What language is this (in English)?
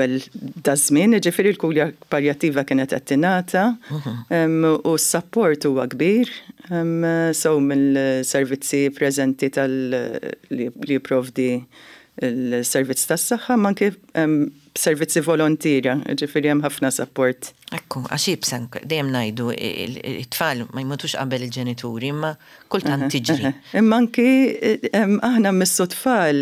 Maltese